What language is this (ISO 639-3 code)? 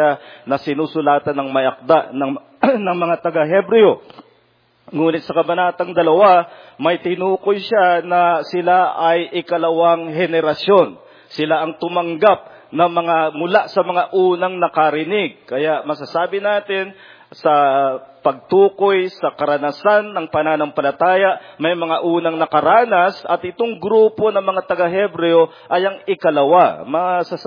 fil